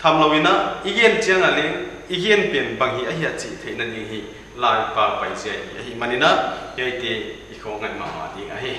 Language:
Paite Chin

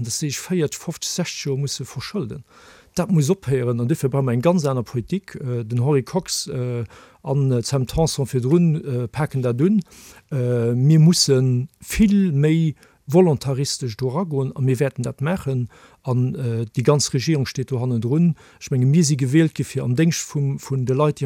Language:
Luxembourgish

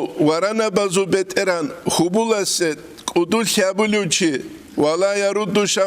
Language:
Avaric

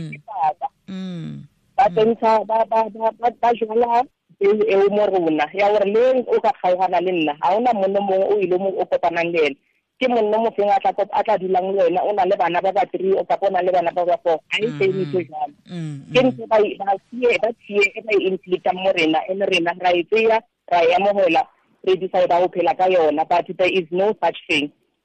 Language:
Tswana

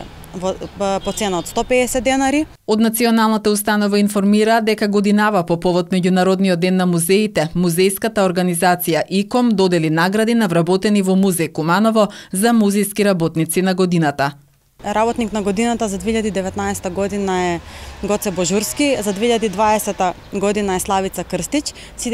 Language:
Macedonian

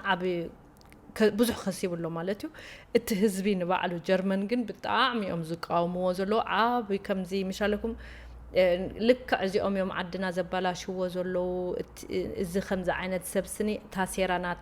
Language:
Tigrinya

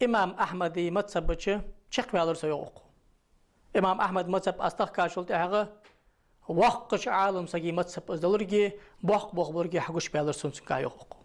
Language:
Ingush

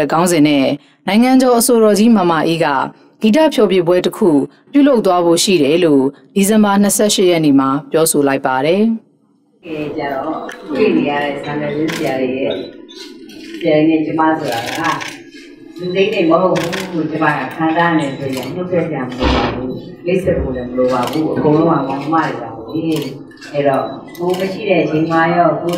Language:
Burmese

